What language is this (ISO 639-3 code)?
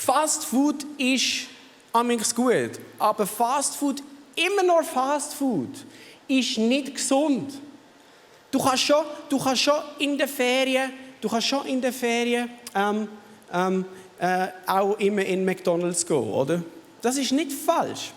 gsw